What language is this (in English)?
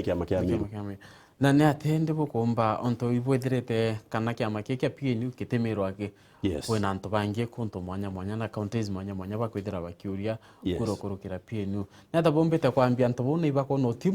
Meru